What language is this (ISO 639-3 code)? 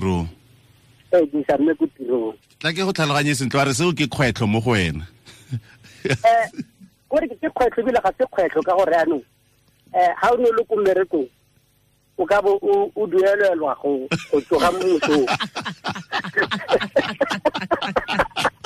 tsn